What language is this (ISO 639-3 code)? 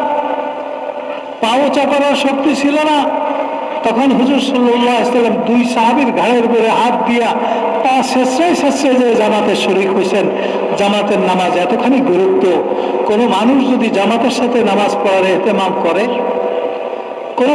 ben